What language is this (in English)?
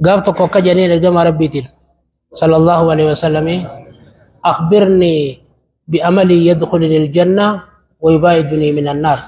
Oromo